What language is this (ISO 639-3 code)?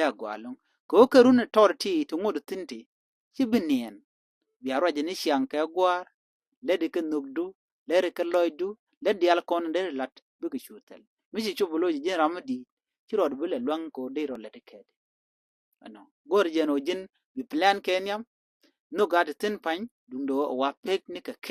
nus